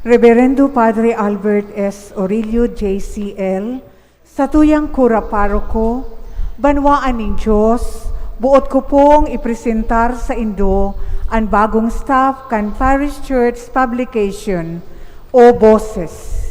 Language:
Bikol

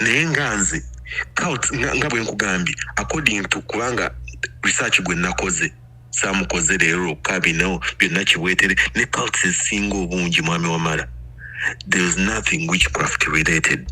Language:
Ganda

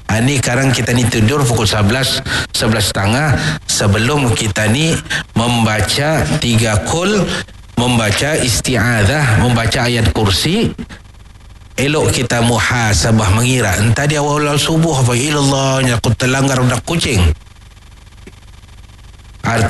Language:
Malay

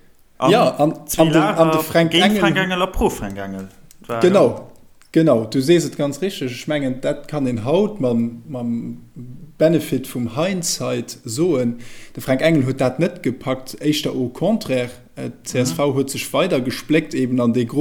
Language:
Luxembourgish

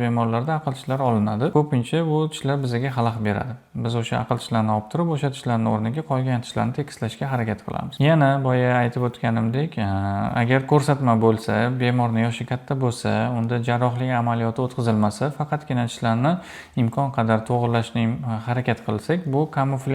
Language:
Uzbek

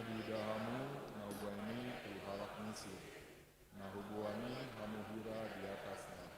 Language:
Batak Toba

